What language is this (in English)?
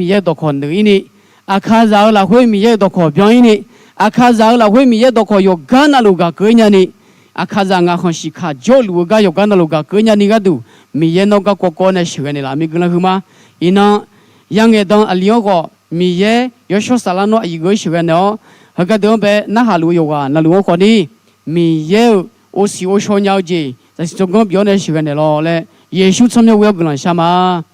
Akha